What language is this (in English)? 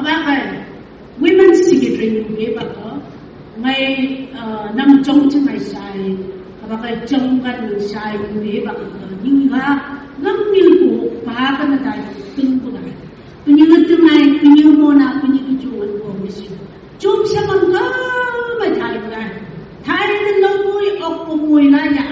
Phom Naga